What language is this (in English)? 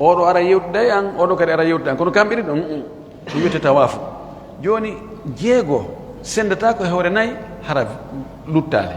Fula